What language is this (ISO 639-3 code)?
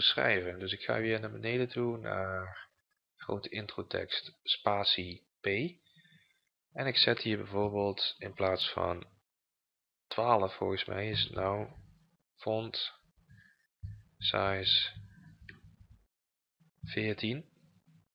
nld